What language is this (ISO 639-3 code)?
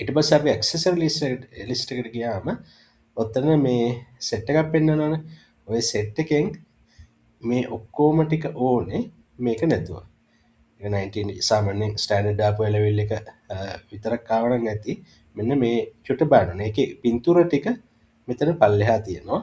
sin